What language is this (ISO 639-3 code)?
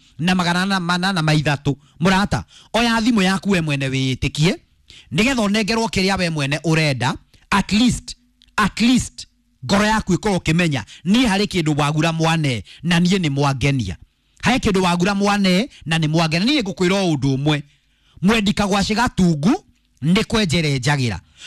kik